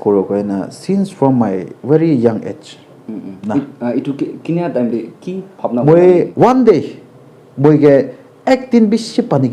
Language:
Naga Pidgin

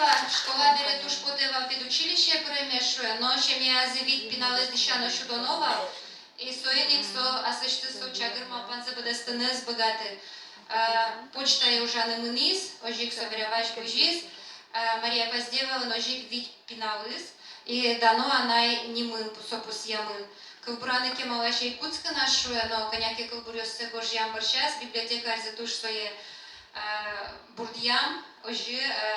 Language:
Udmurt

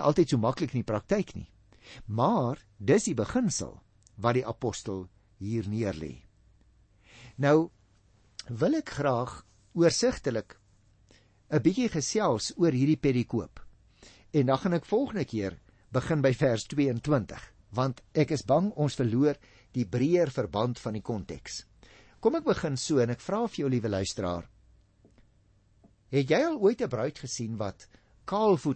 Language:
Afrikaans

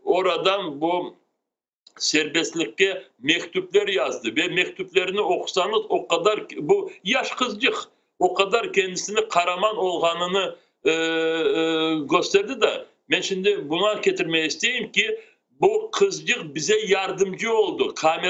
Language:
Crimean Tatar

